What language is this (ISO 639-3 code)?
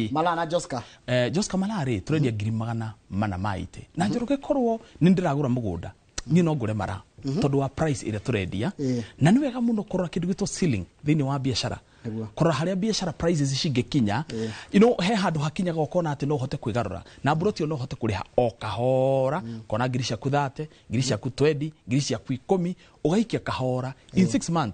kik